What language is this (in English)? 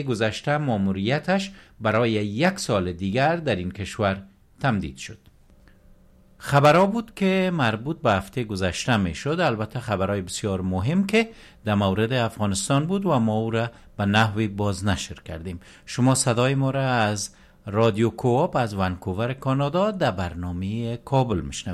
Persian